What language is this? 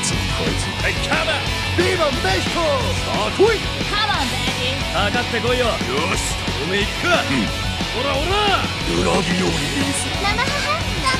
Japanese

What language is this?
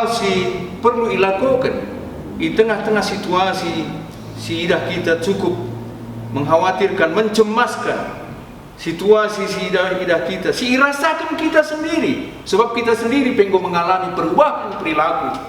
Batak Karo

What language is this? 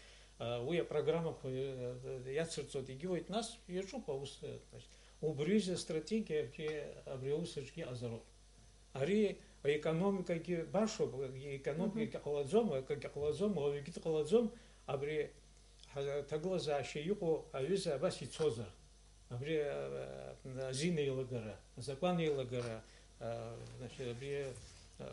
Abkhazian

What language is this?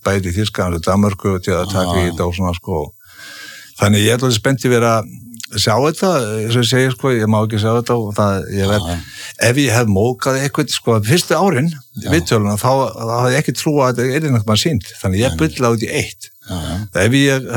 Icelandic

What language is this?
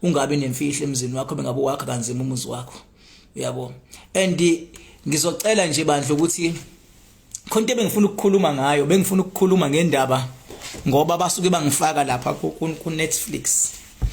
Zulu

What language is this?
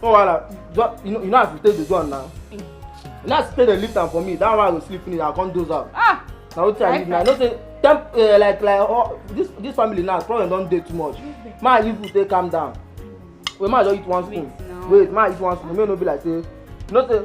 Nigerian Pidgin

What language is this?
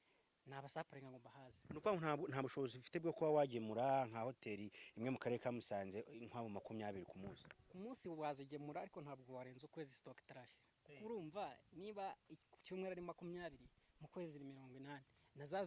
Kinyarwanda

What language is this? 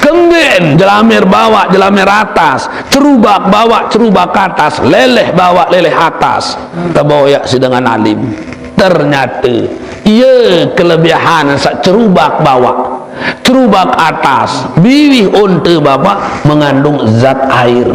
Sasak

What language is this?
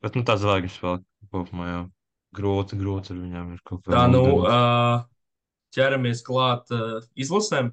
Latvian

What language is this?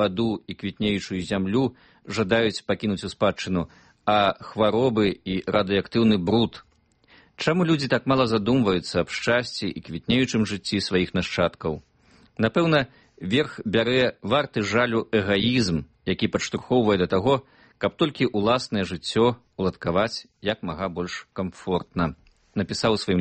Belarusian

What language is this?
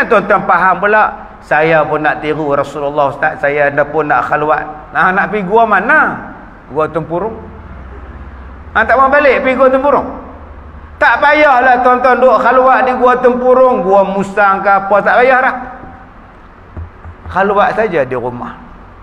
Malay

